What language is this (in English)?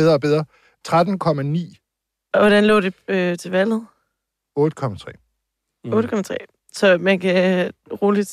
Danish